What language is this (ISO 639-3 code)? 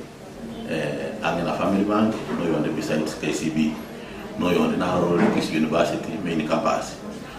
guz